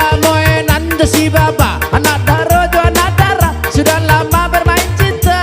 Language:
Minangkabau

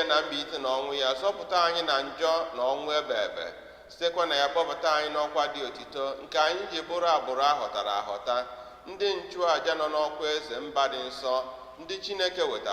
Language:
Igbo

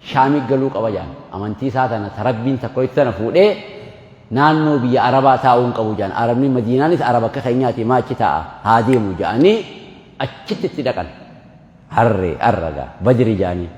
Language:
Oromo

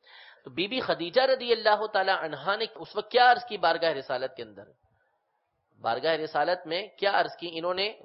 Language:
Urdu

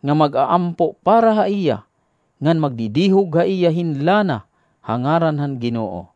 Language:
Waray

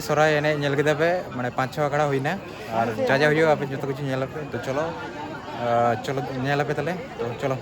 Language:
Santali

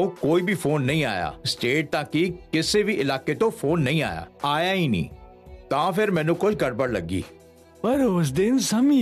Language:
Punjabi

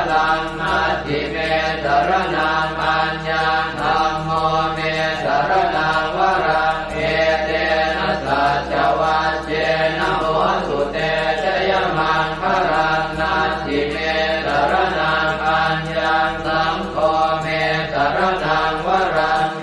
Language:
Pali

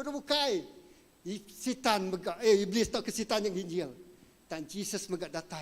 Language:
Iban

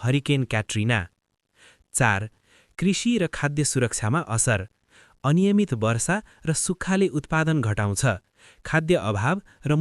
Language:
Nepali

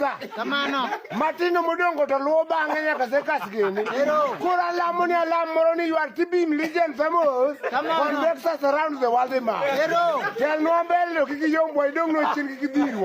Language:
Luo (Kenya and Tanzania)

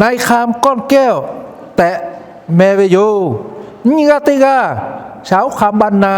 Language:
Lahu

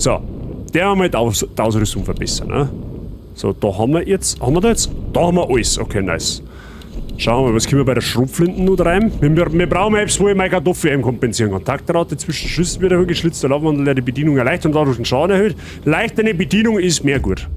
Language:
Bavarian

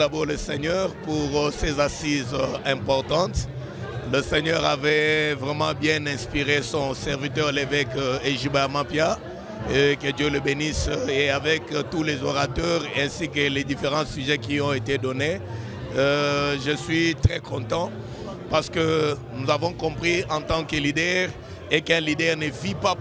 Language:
French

